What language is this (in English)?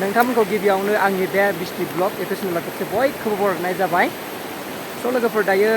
Bodo